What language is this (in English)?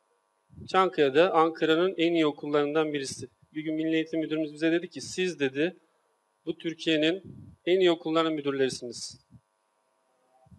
Turkish